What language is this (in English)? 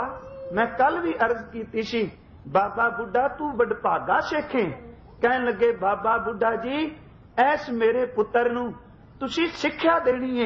Punjabi